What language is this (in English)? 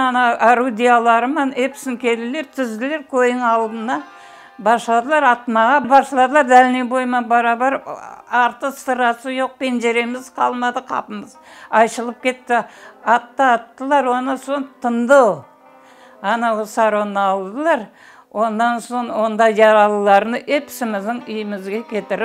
Crimean Tatar